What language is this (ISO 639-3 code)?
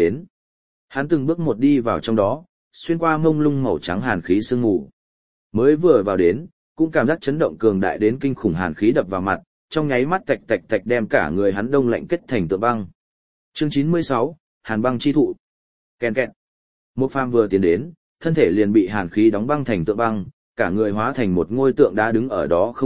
vie